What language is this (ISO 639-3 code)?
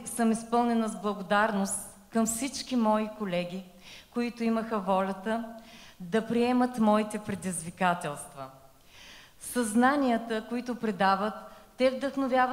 bul